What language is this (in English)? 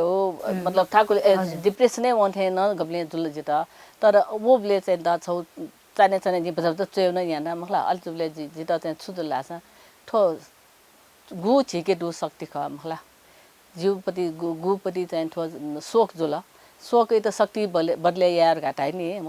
Newari